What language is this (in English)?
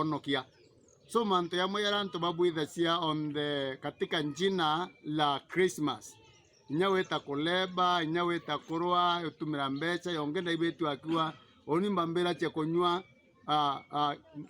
Meru